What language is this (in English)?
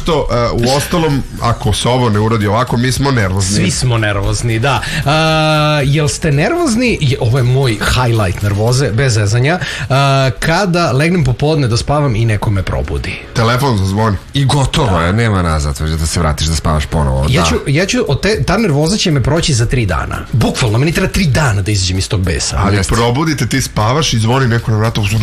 Serbian